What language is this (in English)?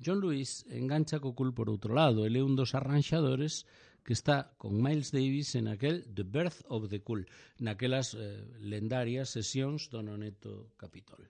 Galician